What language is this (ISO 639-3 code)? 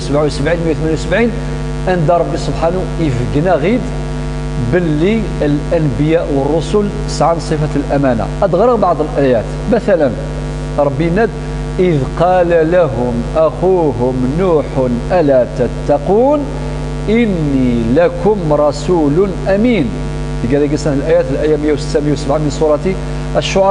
kab